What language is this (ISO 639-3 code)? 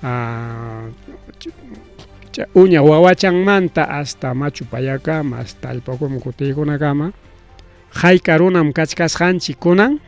quy